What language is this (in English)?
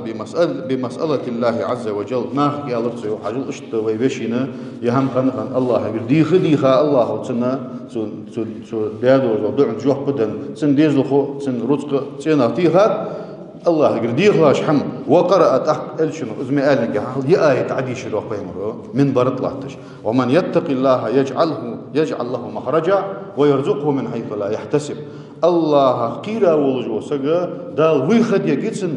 Ingush